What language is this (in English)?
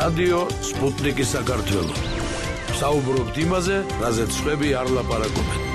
Georgian